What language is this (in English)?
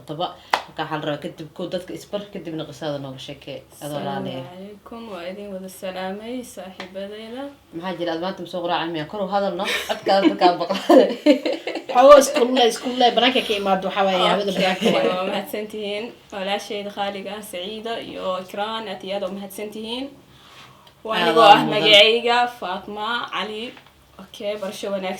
Somali